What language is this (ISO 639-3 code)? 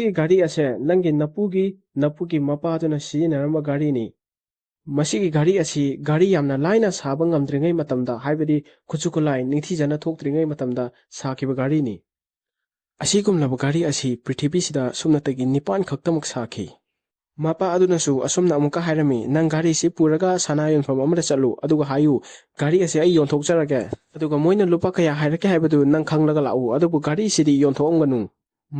mni